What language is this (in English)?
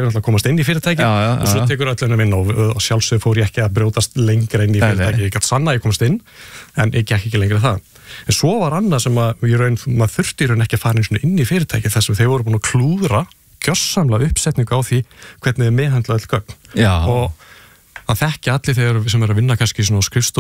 Icelandic